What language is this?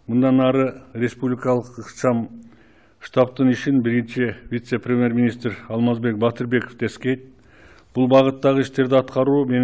Kyrgyz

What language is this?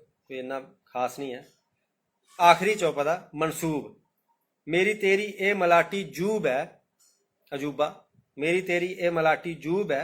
Dogri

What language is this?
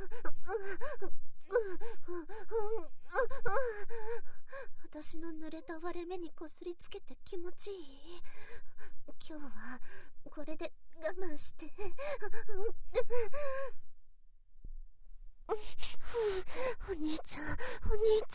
Japanese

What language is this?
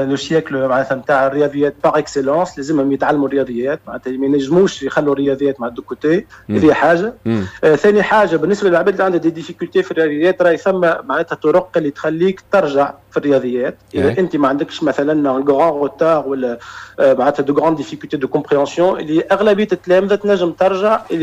Tunisian Arabic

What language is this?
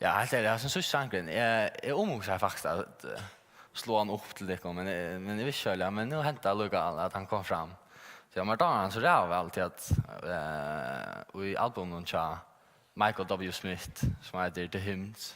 Faroese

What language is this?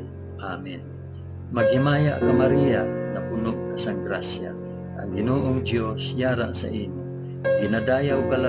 Hiligaynon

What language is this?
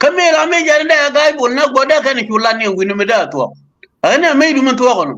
Nuer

